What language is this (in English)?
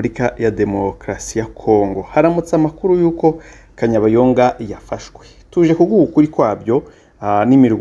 Kinyarwanda